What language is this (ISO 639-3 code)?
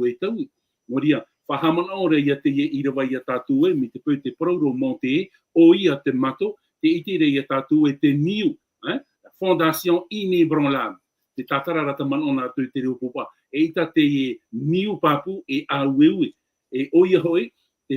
tah